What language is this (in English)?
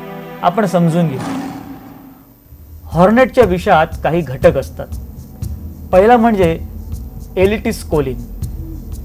Marathi